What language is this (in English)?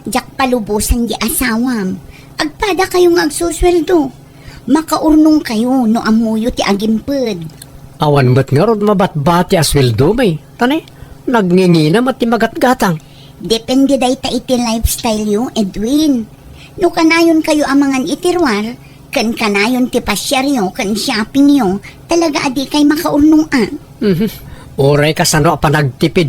Iloko